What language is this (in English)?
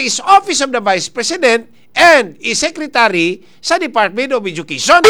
Cebuano